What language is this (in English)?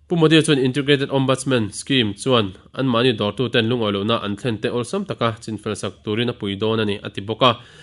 Mizo